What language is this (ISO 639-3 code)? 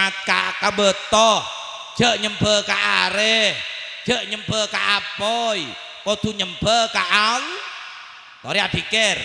mad